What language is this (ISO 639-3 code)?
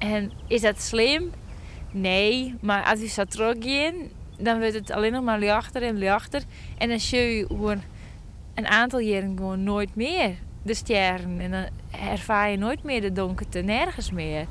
fry